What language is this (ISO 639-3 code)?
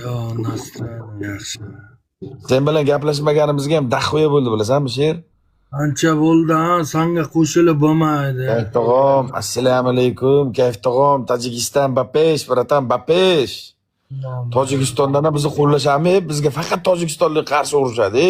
uzb